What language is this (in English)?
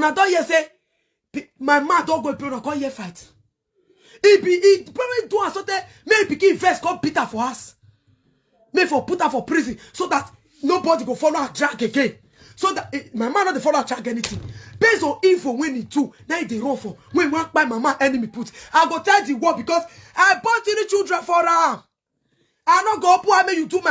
Nigerian Pidgin